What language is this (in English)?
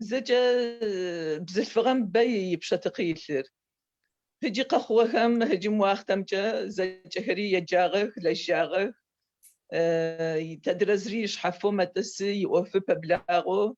Adyghe